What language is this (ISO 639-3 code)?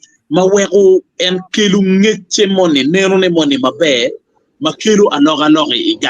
ach